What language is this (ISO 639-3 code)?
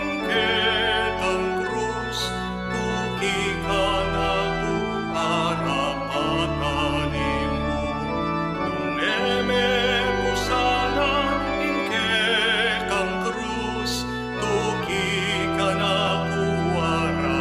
pam